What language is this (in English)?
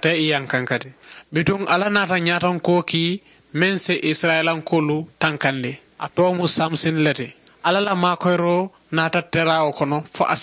Mandingo